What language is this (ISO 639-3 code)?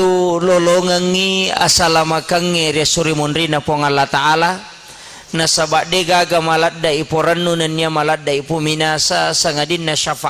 bug